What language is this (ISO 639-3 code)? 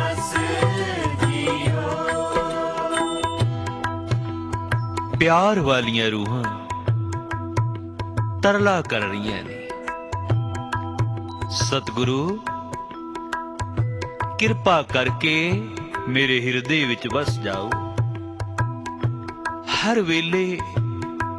pan